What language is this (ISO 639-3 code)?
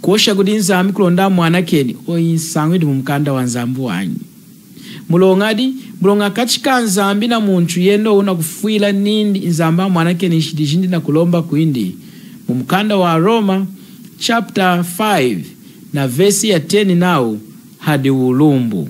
lun